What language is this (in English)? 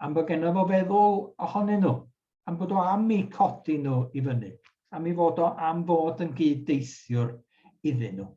Welsh